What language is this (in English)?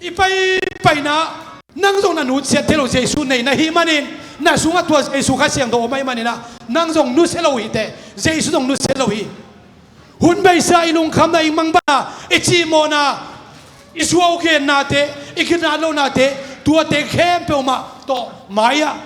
Tedim Chin